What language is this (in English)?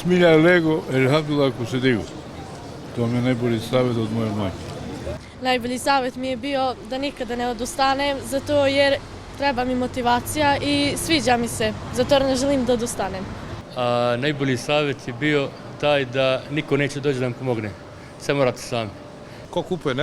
Bosnian